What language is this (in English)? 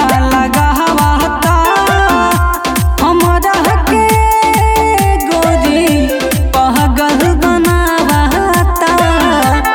Bhojpuri